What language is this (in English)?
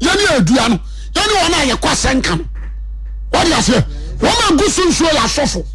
Akan